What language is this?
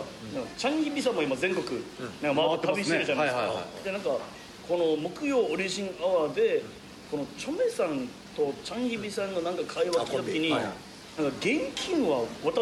Japanese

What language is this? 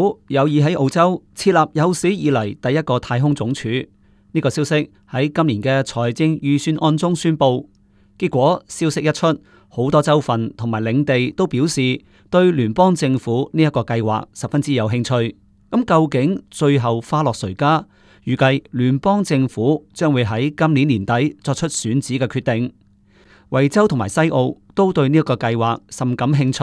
Cantonese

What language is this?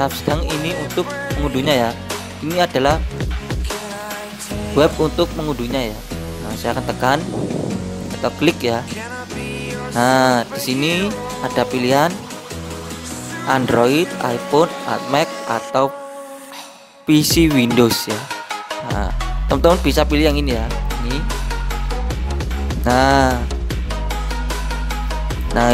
Indonesian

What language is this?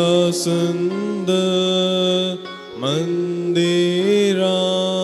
Konkani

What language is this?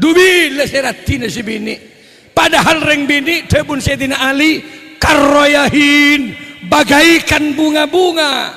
Madurese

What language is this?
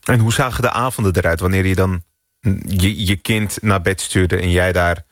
Dutch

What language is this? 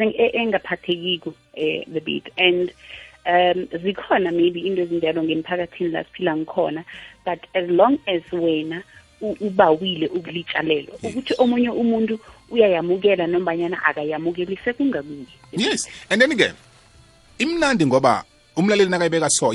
South Ndebele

